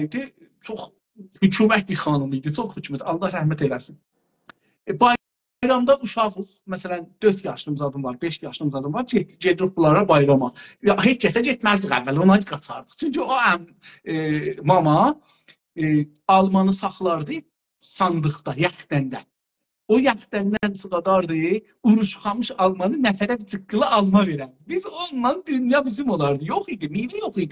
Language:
South Azerbaijani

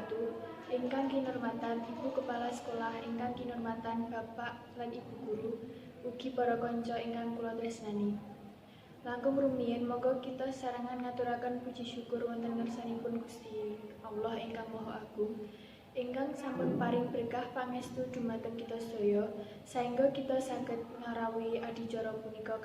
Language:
Javanese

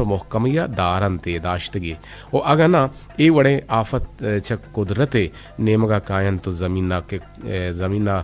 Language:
Eastern Balochi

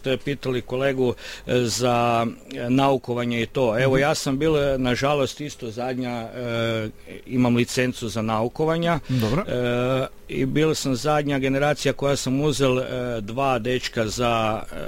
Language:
Croatian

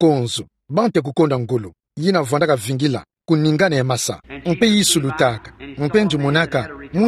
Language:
Kituba (Democratic Republic of Congo)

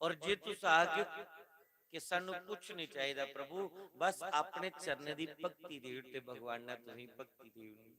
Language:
Dogri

